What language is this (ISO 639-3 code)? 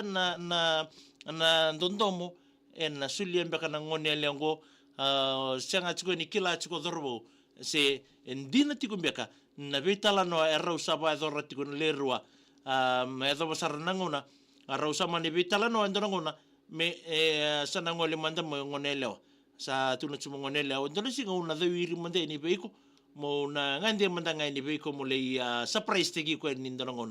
fij